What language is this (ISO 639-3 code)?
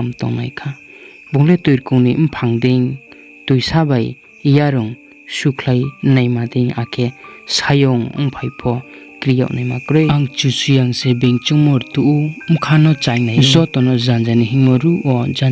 ria